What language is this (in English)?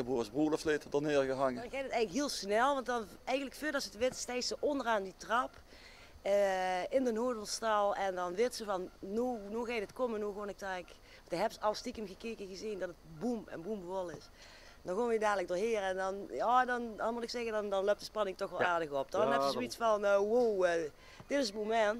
Limburgish